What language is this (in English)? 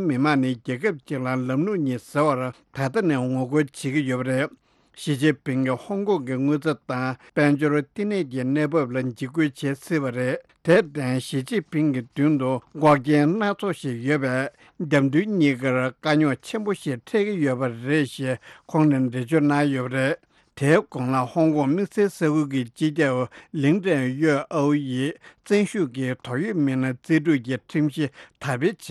Tibetan